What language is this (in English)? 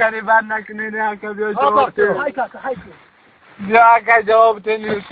Tajik